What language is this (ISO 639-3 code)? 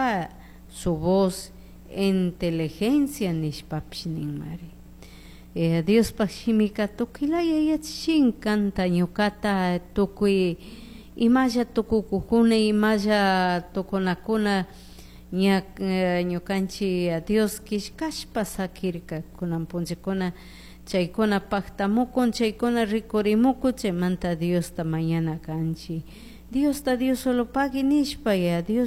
qug